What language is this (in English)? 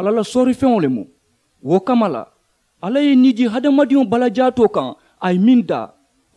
Mandingo